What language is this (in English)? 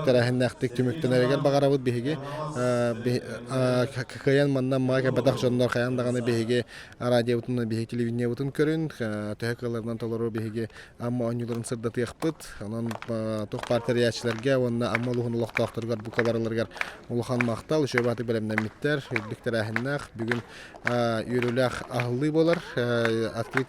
Yakut